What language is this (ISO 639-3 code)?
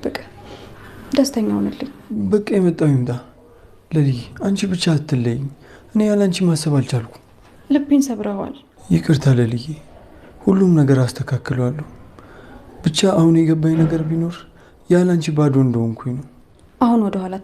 amh